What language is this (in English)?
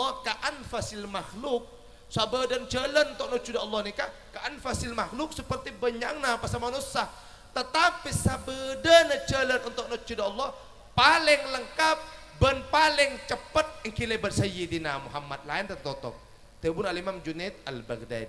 Madurese